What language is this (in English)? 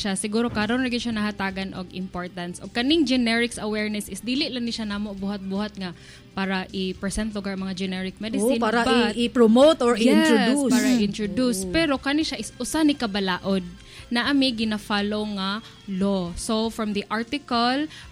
Cebuano